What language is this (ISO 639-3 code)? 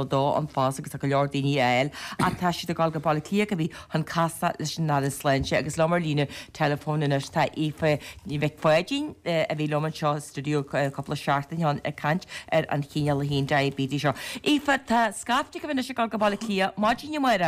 gle